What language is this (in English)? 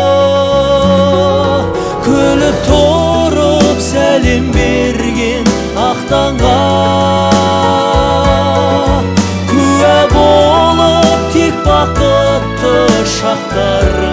Kazakh